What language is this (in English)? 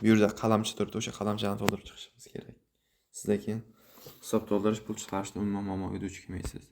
Uzbek